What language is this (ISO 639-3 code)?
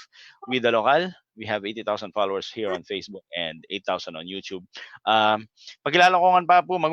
pam